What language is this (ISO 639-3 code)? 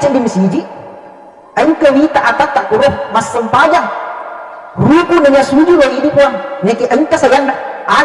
bug